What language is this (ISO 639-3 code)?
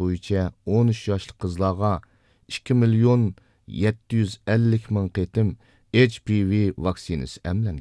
uig